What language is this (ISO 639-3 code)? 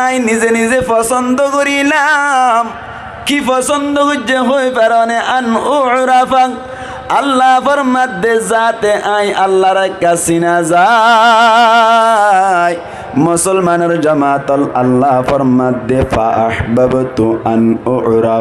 rhg